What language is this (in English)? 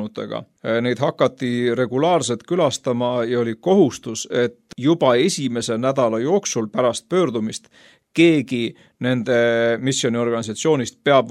Estonian